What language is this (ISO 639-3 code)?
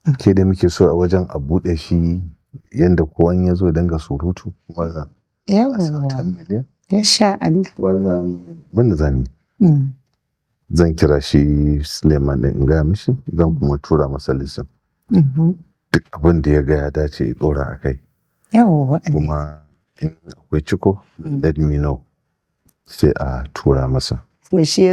hau